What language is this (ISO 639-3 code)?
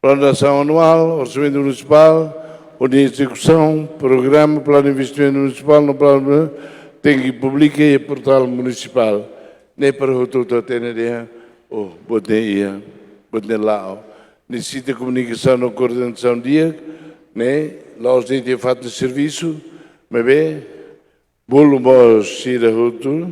tet